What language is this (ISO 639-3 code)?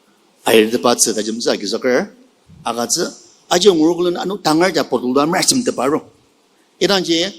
njo